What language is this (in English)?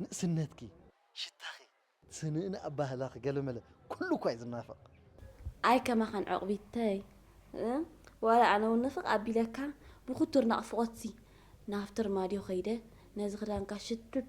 Tigrinya